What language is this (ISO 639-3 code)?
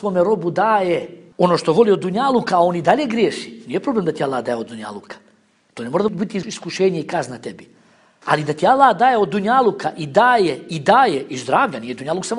bos